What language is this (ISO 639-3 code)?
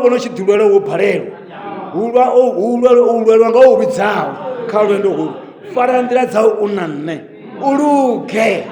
ven